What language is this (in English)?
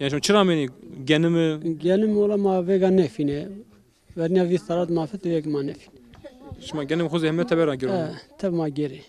Zaza